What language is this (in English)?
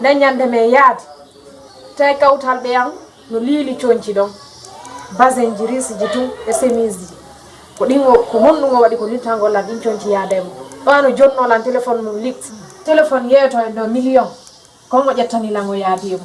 Fula